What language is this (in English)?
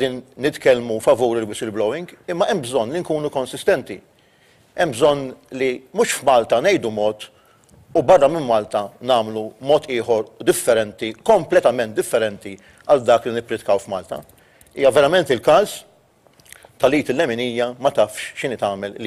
Maltese